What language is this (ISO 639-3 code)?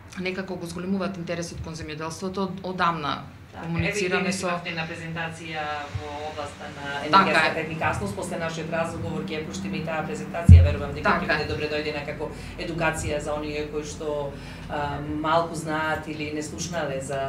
mkd